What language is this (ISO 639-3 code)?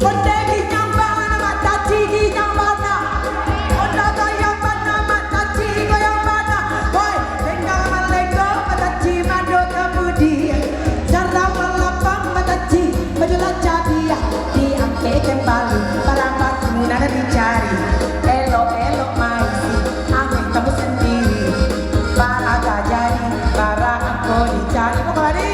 min